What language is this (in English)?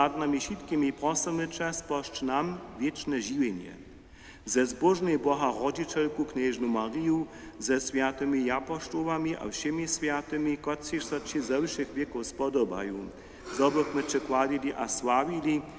Upper Sorbian